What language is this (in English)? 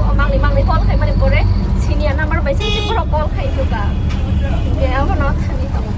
Kok Borok